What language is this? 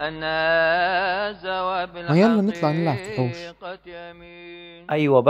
Egyptian Arabic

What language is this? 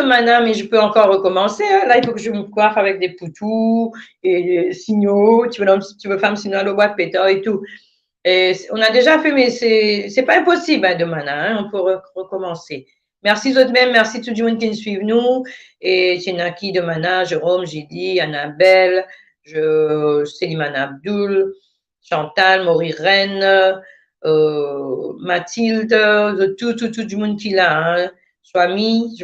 Morisyen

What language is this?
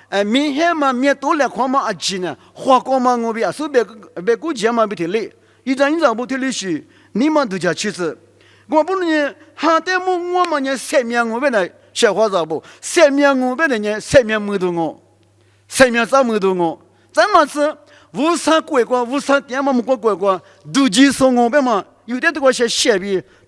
Lisu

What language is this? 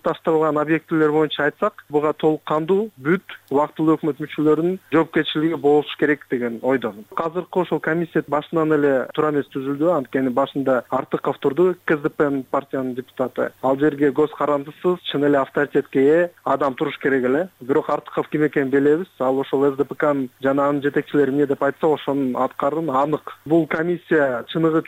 Kyrgyz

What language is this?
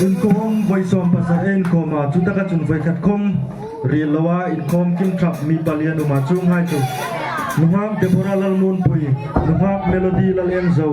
Hmar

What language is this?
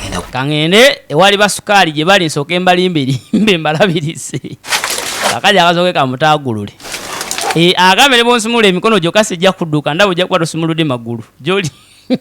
Ganda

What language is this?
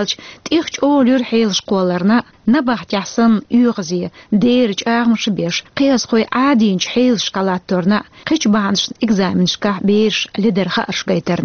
Chechen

